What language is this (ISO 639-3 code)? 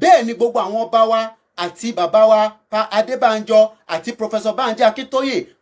yor